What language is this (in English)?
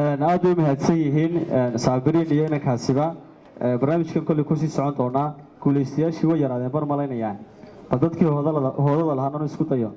Somali